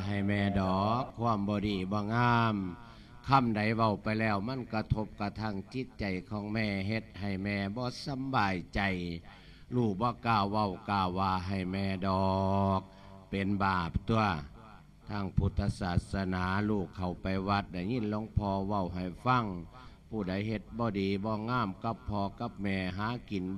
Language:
Lao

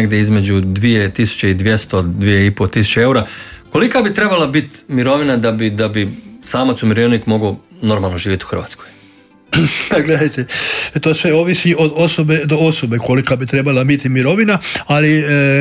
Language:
Croatian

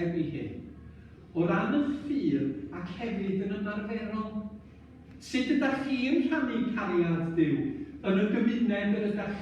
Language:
Welsh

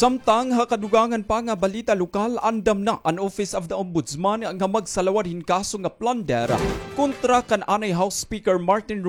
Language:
Waray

